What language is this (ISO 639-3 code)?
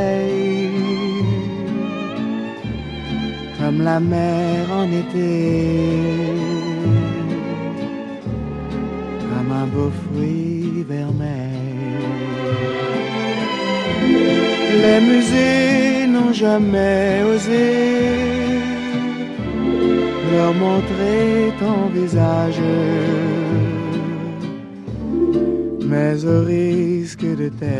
fra